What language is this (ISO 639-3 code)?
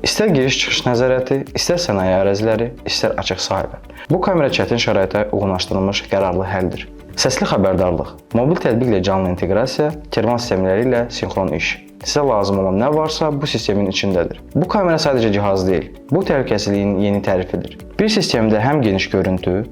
aze